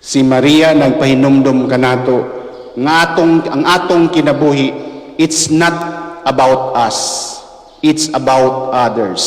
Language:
Cebuano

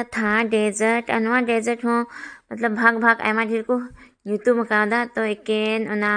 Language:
Santali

